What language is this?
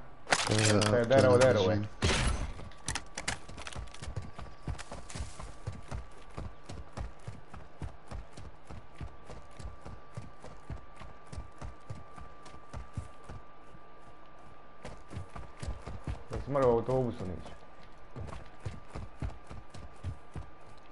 Croatian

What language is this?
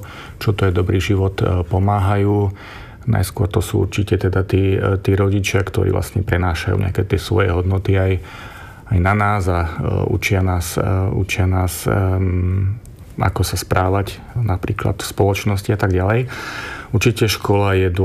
Slovak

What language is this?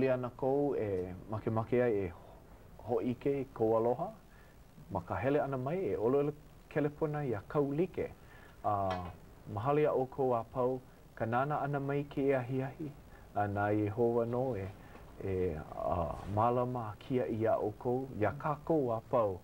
Hawaiian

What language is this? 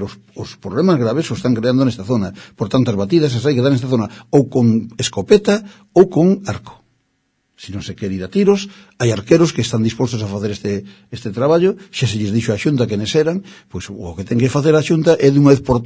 Galician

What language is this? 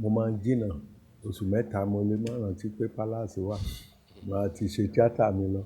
Yoruba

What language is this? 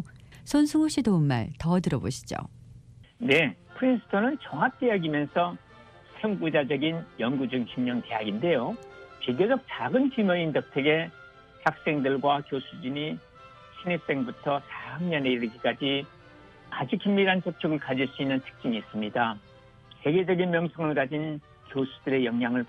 Korean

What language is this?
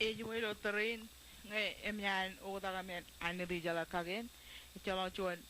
Marshallese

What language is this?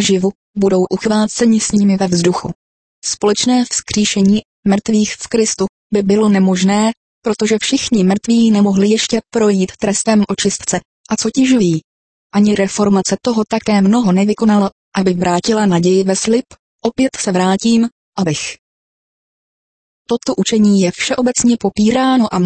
Czech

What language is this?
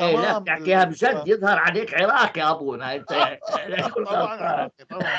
North Levantine Arabic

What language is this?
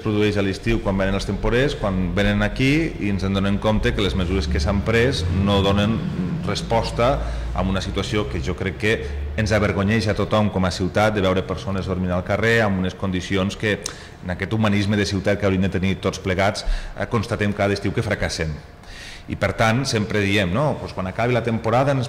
Catalan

